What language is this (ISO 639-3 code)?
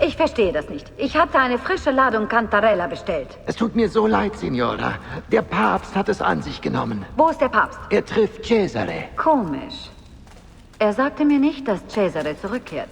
bar